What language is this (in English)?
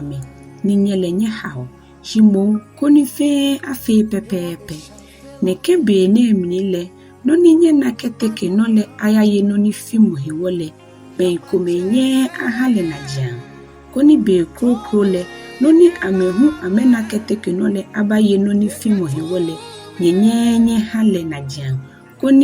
Ga